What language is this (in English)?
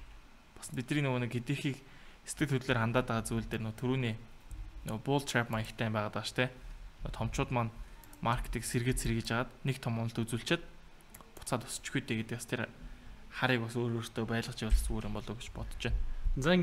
Mongolian